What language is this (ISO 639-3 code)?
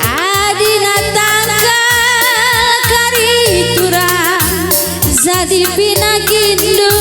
btx